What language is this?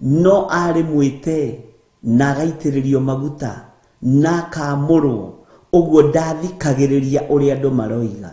Kikuyu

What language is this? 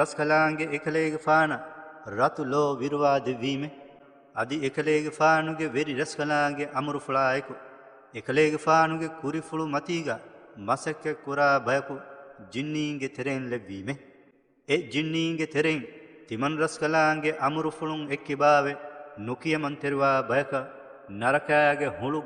Divehi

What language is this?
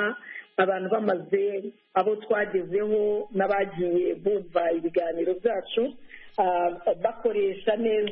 Kinyarwanda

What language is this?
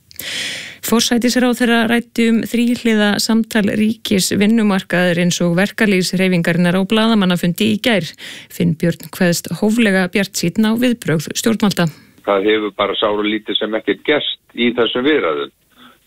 Icelandic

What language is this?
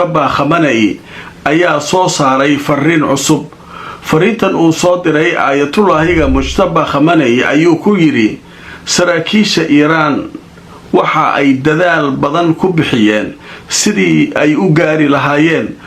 Somali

